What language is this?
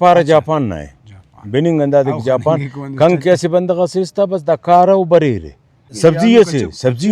Brahui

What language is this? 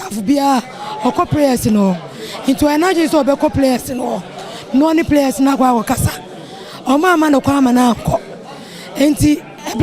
Akan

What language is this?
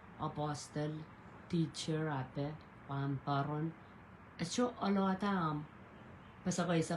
Pohnpeian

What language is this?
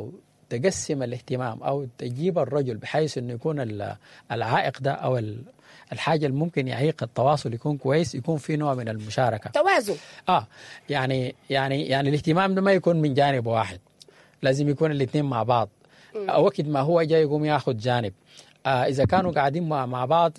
Sudanese Arabic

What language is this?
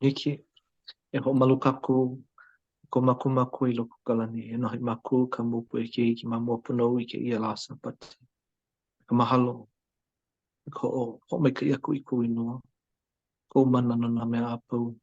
Hawaiian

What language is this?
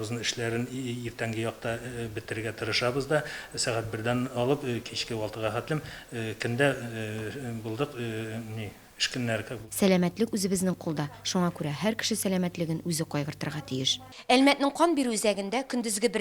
Tatar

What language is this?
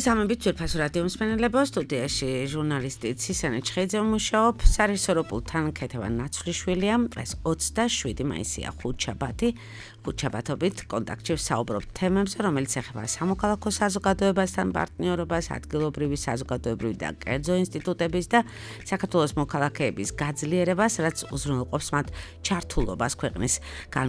Georgian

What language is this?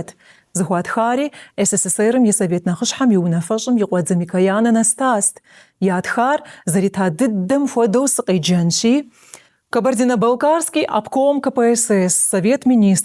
Kabardian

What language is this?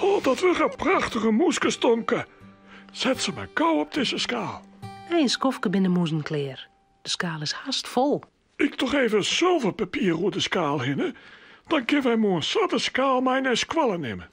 Western Frisian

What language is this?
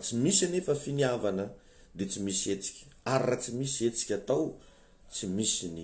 Malagasy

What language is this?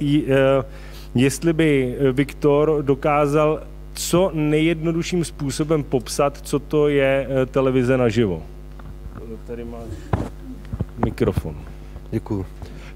Czech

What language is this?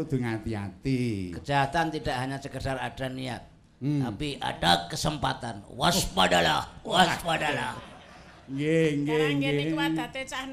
Javanese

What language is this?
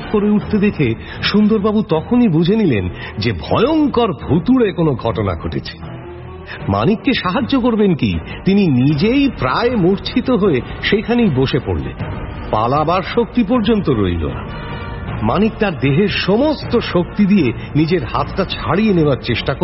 Bangla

